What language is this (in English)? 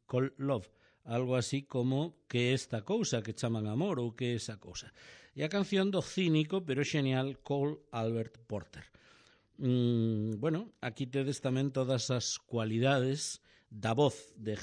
Galician